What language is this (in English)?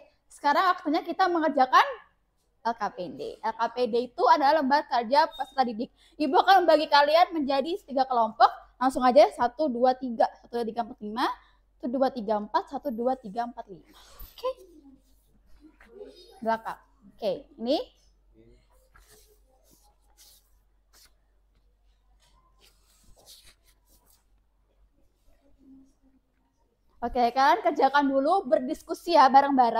Indonesian